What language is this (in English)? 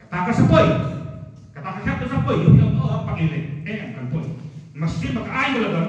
Khasi